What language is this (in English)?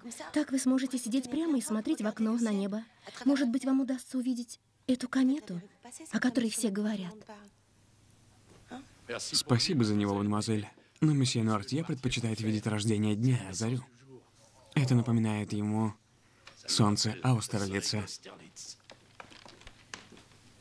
Russian